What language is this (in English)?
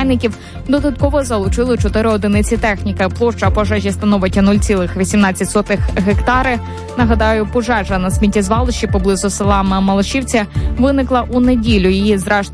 Ukrainian